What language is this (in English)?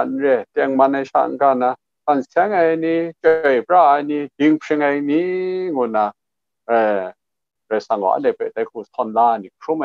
Kachin